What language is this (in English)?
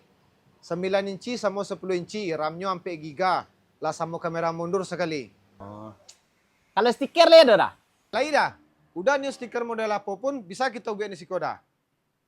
Minangkabau